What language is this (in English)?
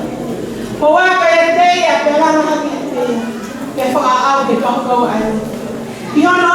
Tongan